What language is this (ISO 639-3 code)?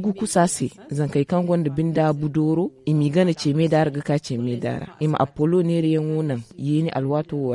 dje